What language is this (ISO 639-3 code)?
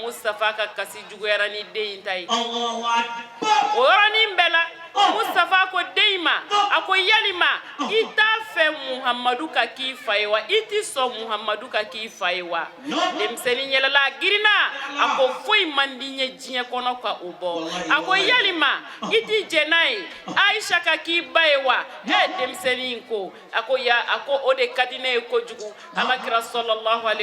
bam